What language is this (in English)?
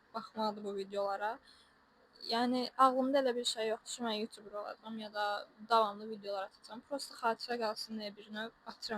Azerbaijani